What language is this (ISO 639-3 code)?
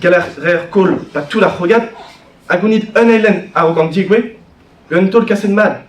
bre